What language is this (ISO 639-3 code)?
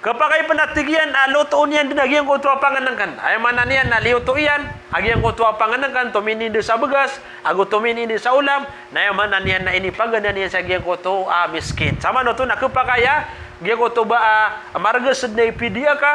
mrw